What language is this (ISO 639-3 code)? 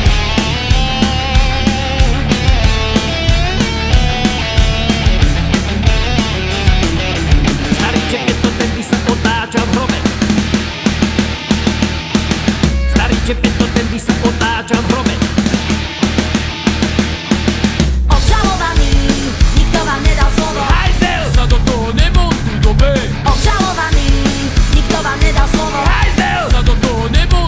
slk